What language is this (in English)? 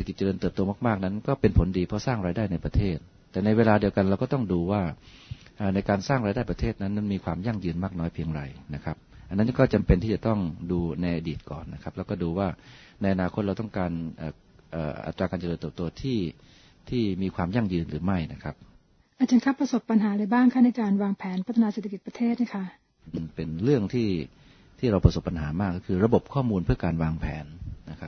Thai